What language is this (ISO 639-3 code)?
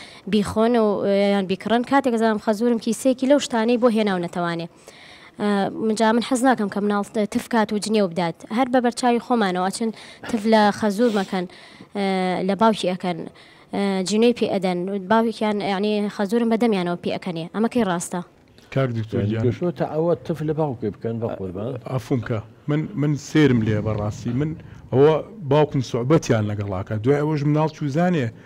ckb